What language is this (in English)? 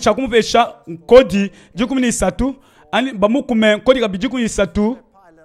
Luba-Lulua